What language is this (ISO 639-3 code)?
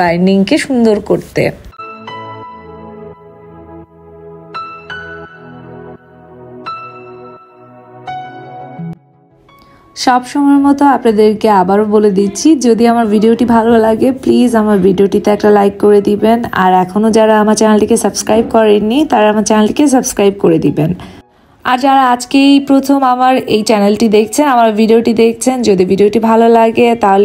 ben